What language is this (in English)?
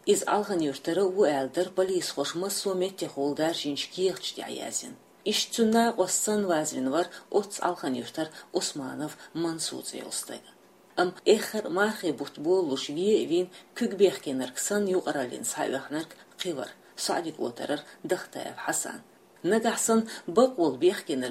Chechen